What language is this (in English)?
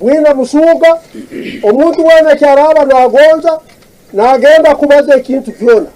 Tooro